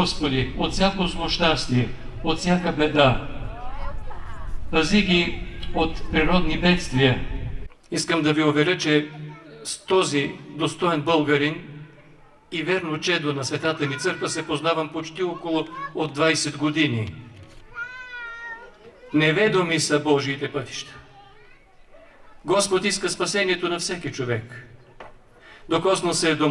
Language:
Bulgarian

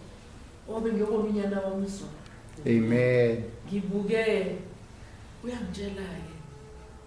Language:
Zulu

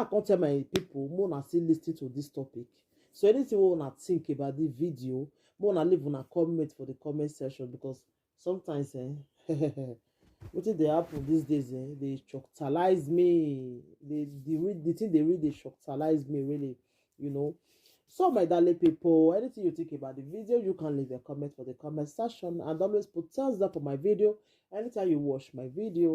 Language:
Nigerian Pidgin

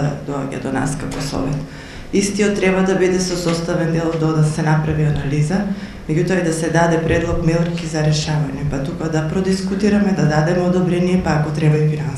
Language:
Macedonian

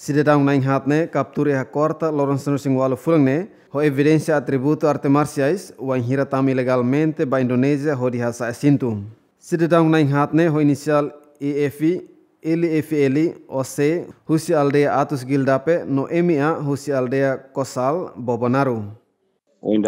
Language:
Tetum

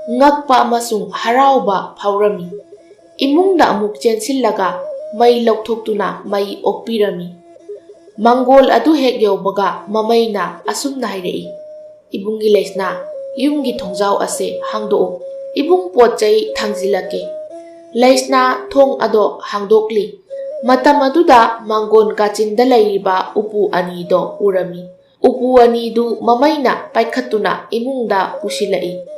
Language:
Manipuri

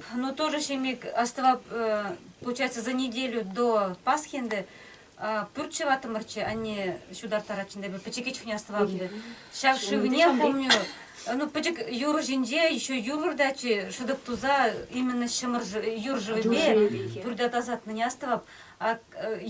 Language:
Chuvash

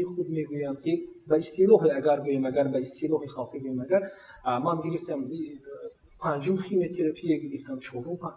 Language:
Tajik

